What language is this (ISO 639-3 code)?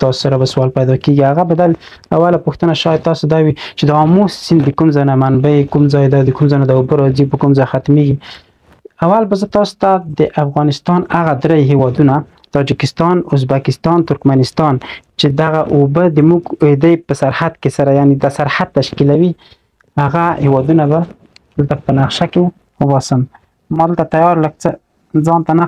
pus